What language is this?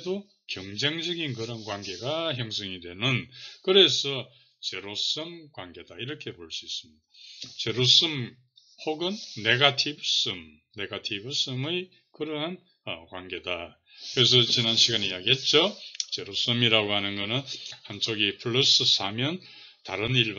Korean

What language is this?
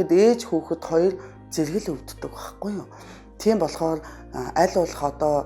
Mongolian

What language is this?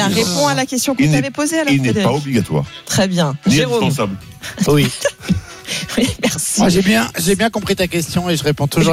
French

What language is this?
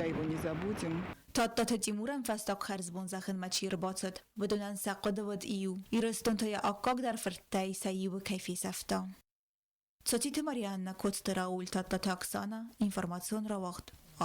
Ossetic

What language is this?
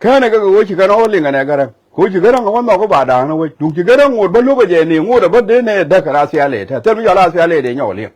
Nuer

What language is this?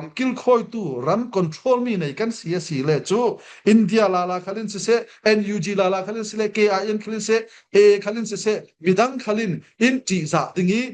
Falam Chin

